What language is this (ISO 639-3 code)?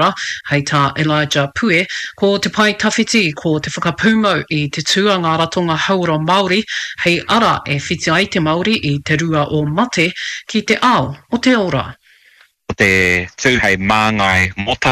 mri